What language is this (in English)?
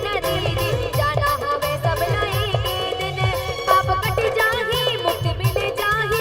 Chhattisgarhi